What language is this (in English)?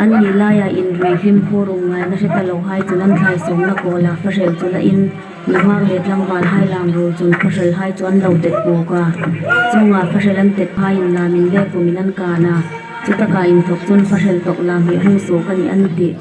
Hmar